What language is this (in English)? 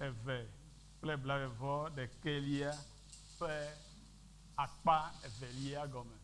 Ewe